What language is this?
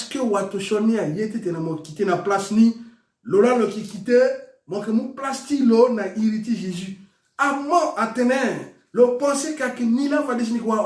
Sango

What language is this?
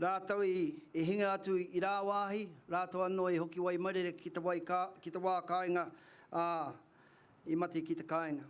Māori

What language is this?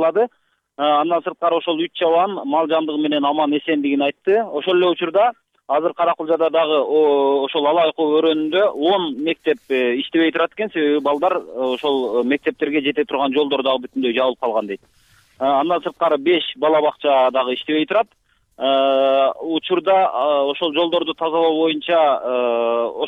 Kyrgyz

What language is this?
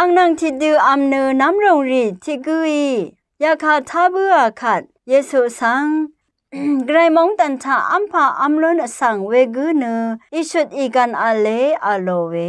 Rawang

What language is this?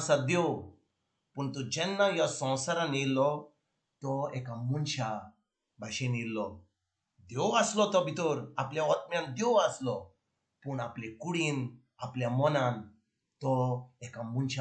Konkani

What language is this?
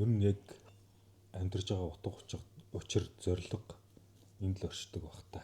Mongolian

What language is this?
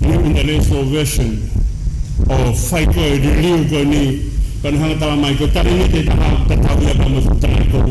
Tongan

